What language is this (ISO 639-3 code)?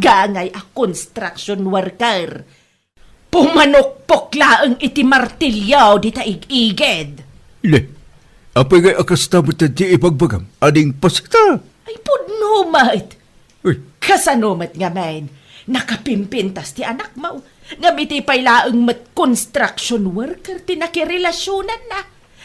ilo